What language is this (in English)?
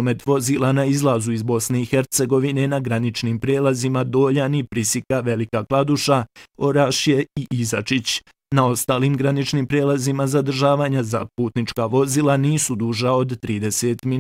Bosnian